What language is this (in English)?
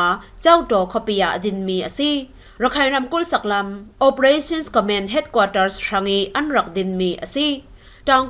Falam Chin